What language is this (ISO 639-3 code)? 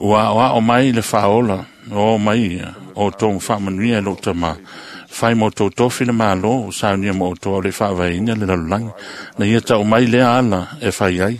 smo